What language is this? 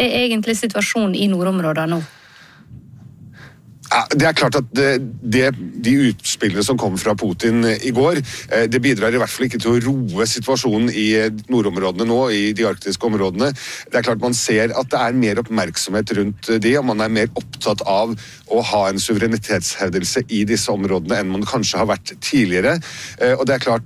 Norwegian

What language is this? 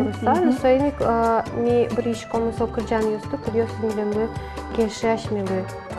Udmurt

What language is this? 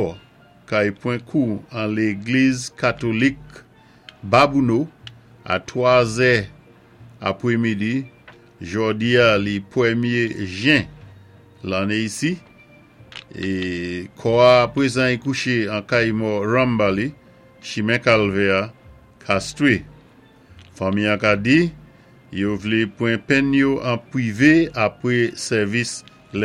Saint Lucian Creole French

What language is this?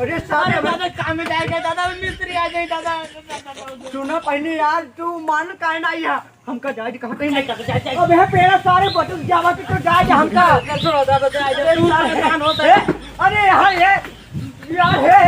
Awadhi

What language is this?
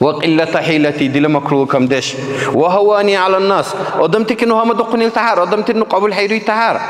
Dargwa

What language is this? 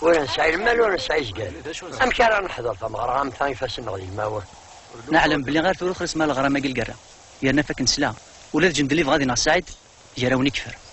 Kabyle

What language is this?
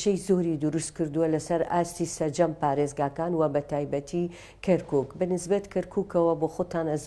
Central Kurdish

